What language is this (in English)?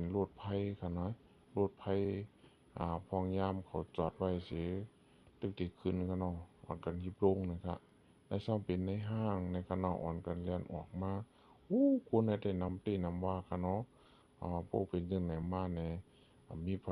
Shan